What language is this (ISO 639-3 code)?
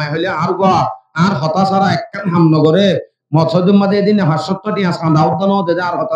rhg